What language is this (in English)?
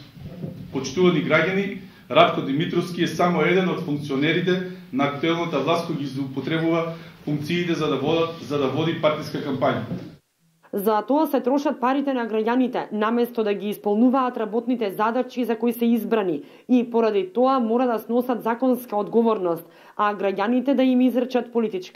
Macedonian